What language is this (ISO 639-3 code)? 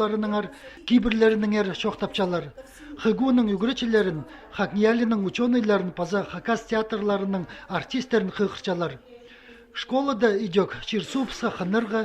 kjh